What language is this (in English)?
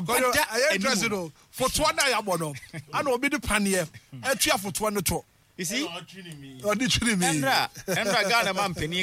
Akan